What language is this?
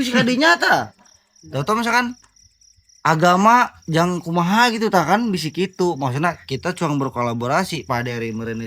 Sundanese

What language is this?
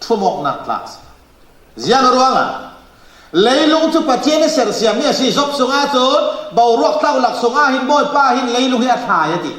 Falam Chin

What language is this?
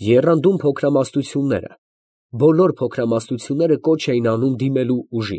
Armenian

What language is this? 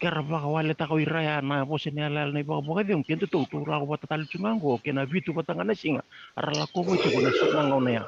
Fijian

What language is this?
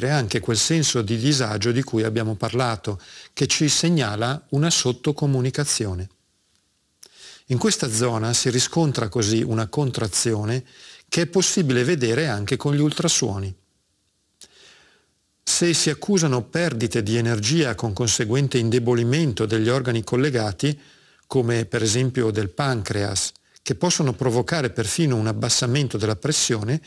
Italian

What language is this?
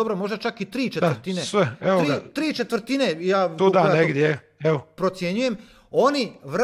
Croatian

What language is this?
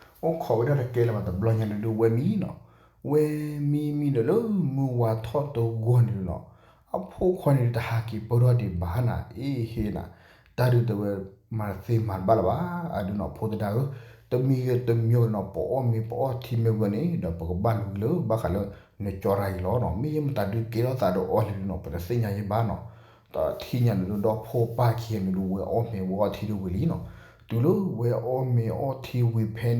S'gaw Karen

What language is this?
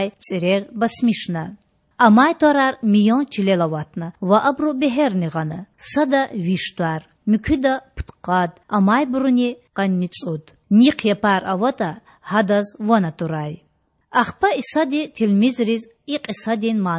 Lezghian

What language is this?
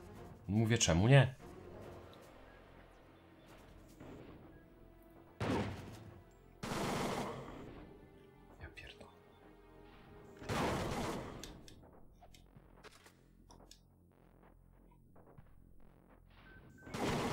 Polish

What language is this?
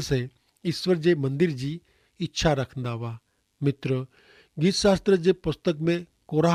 Kachhi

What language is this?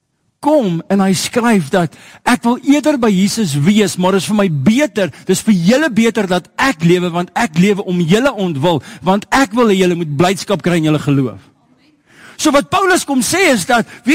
Afrikaans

